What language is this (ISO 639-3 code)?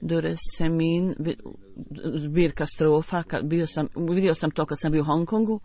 bos